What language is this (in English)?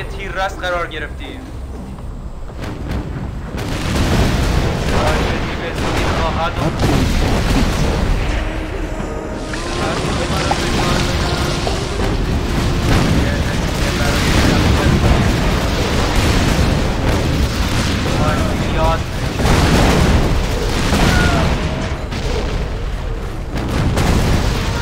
Persian